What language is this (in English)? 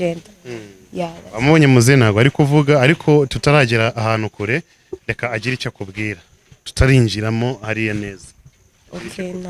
Kinyarwanda